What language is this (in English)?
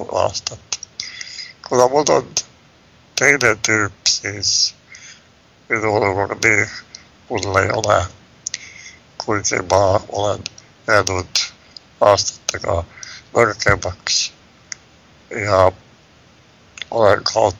Estonian